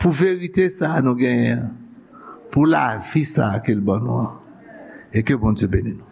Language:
Haitian Creole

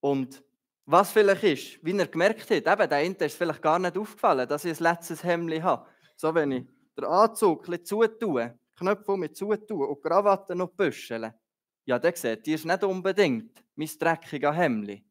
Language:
Swiss German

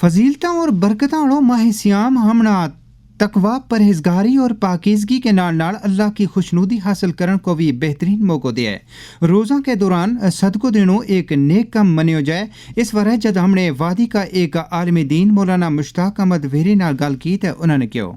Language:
Gujari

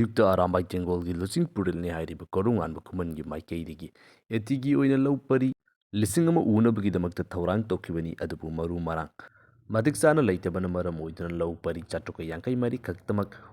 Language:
Manipuri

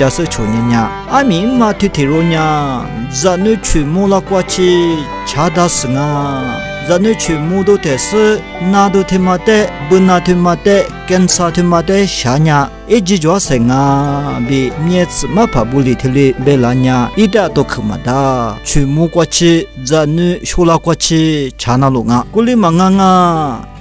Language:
Lisu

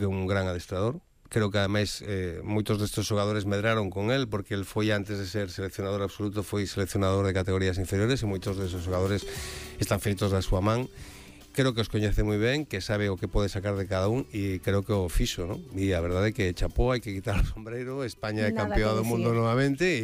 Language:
Galician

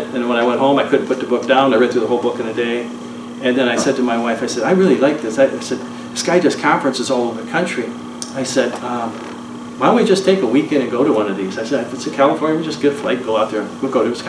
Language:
English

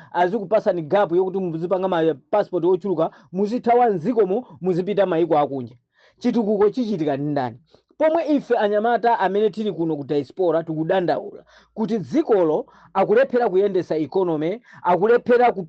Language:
Nyanja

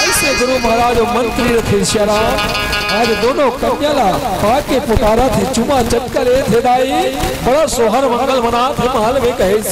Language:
Chhattisgarhi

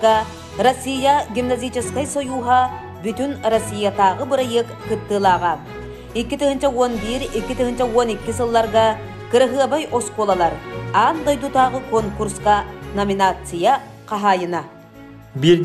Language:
Yakut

